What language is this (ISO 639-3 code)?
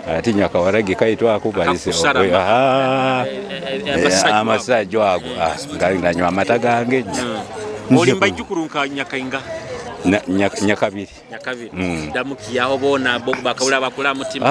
nyo